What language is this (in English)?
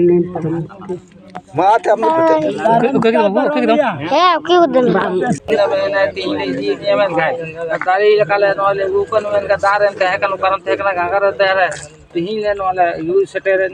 Santali